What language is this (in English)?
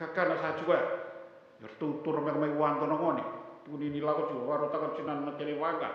Fijian